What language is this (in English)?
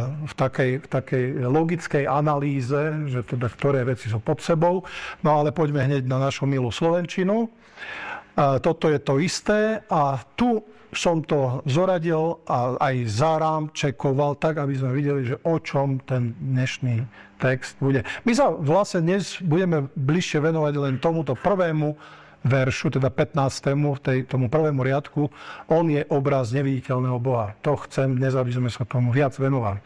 Slovak